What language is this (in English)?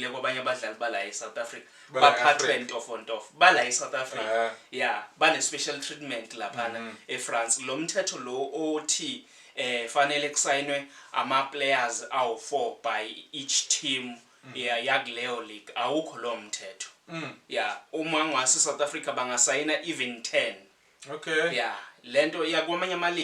Zulu